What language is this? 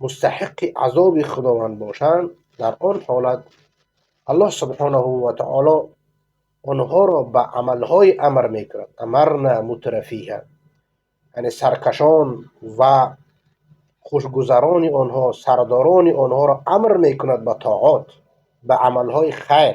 Persian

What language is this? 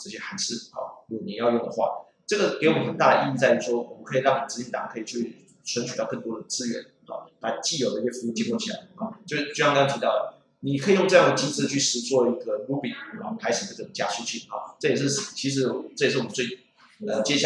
Chinese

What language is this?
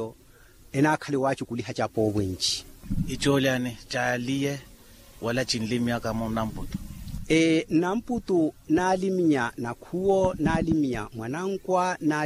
Makhuwa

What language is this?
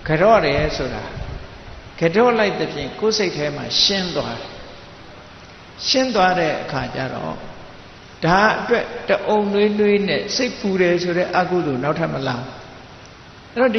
Burmese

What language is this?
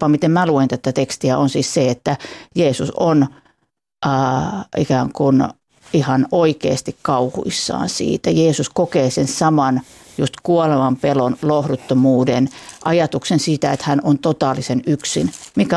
Finnish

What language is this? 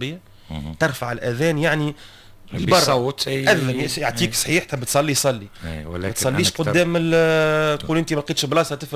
Tunisian Arabic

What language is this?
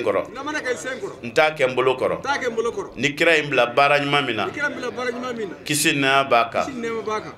Bambara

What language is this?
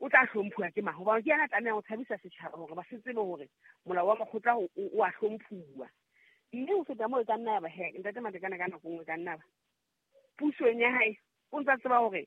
Southern Sotho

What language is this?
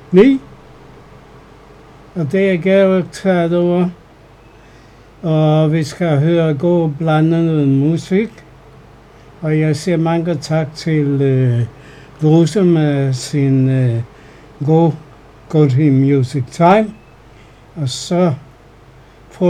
Danish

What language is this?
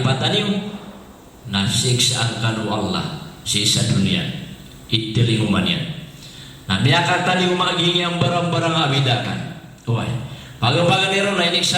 Maranao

